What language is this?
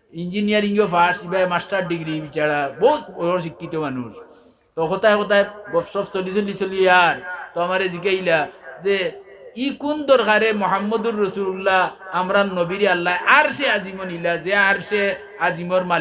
Sylheti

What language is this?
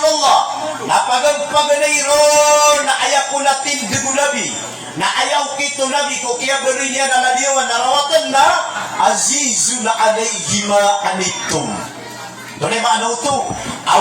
Maranao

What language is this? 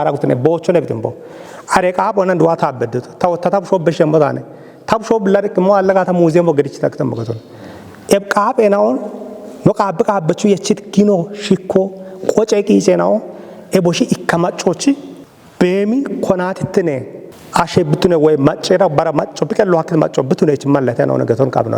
Kafa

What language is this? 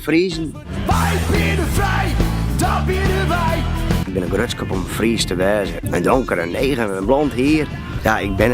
Western Frisian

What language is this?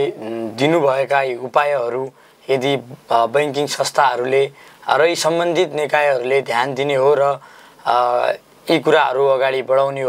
Nepali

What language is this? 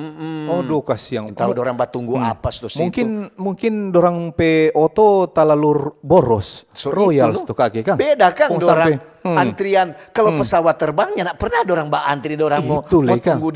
Manado Malay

